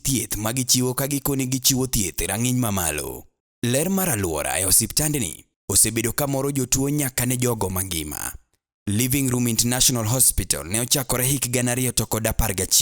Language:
Luo (Kenya and Tanzania)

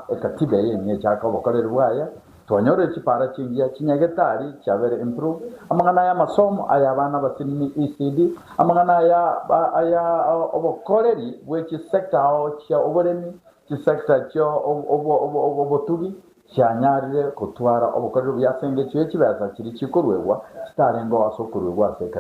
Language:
Gusii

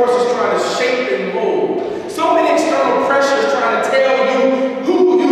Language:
English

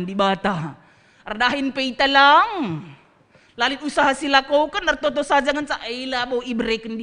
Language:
Batak Karo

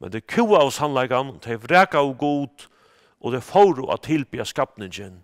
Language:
Faroese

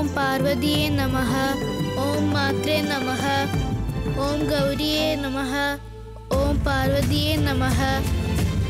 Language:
Malayalam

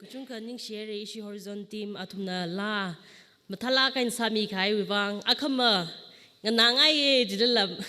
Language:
Tangkhul Naga (India)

